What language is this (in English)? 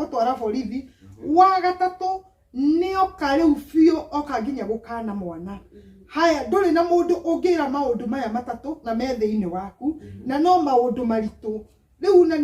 Kikuyu